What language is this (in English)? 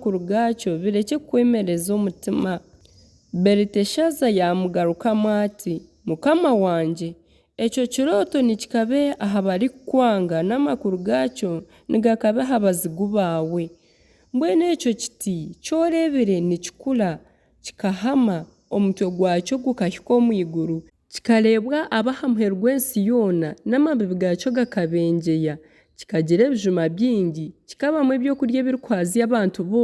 Nyankole